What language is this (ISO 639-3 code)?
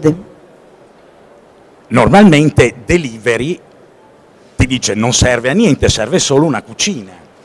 ita